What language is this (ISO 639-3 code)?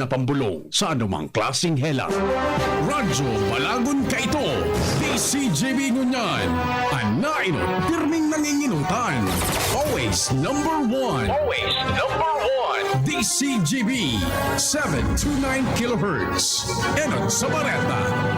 bik